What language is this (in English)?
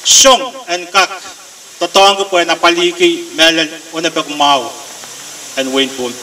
Pohnpeian